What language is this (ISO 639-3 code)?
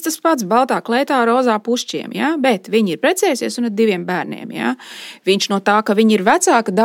lav